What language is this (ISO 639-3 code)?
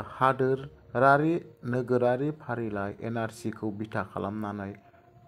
brx